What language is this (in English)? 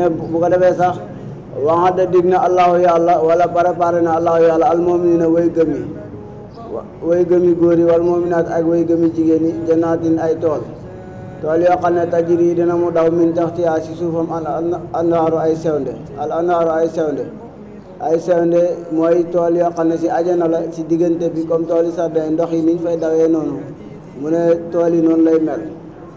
Wolof